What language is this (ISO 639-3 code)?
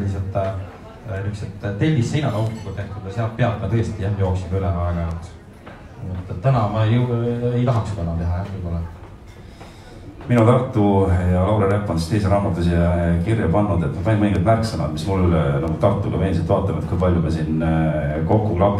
est